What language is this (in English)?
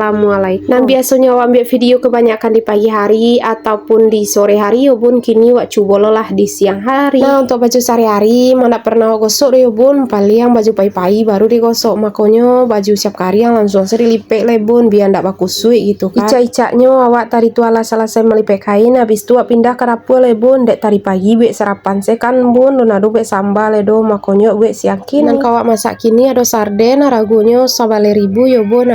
Minangkabau